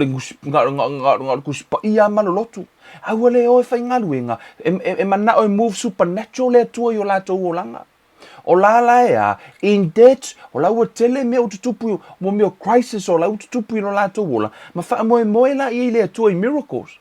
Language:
Samoan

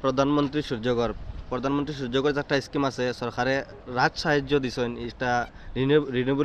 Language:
Sylheti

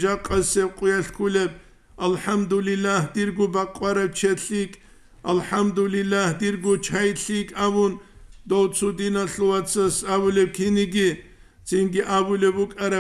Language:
Avaric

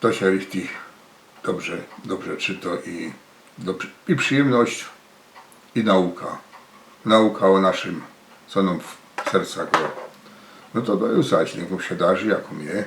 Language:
Silesian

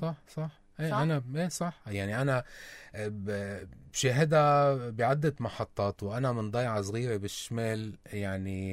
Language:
North Levantine Arabic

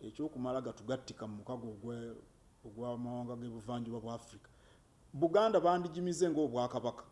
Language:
Ganda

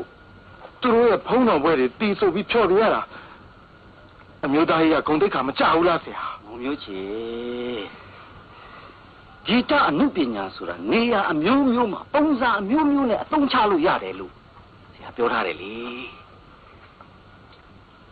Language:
Burmese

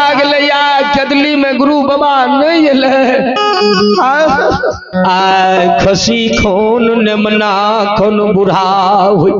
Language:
Maithili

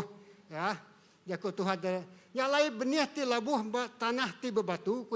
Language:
Iban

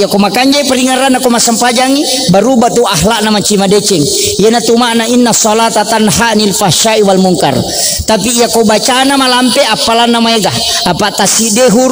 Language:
Buginese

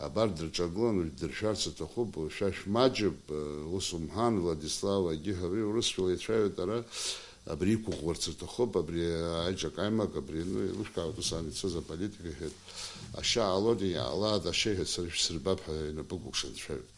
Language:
Abkhazian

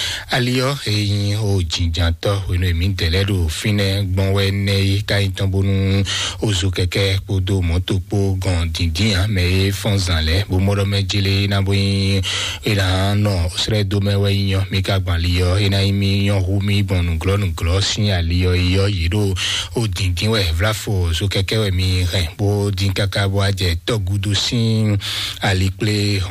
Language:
Fon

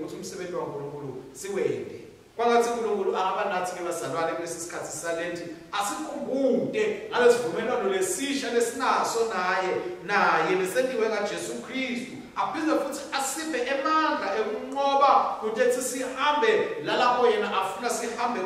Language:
Swati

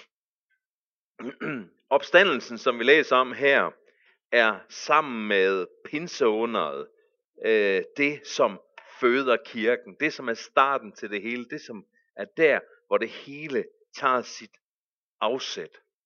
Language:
Danish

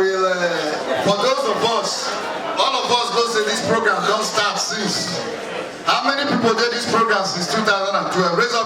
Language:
Nigerian Pidgin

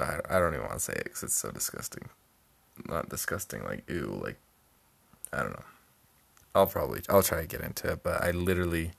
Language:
English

